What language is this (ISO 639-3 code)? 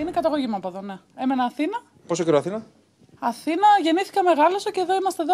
ell